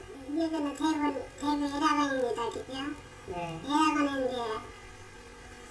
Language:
Korean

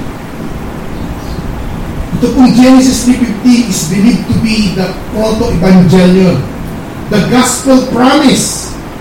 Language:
Filipino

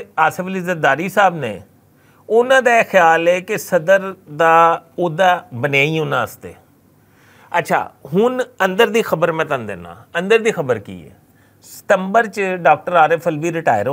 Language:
Western Panjabi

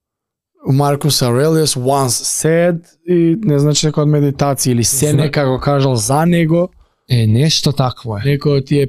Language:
Macedonian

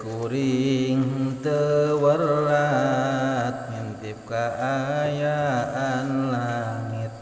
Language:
Sundanese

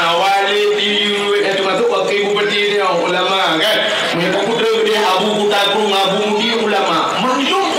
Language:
Achinese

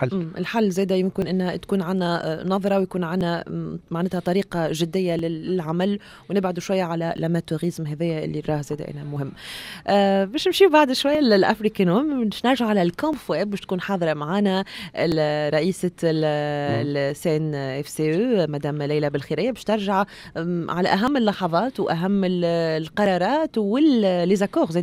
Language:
Tunisian Arabic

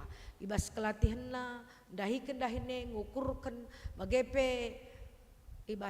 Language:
Batak Karo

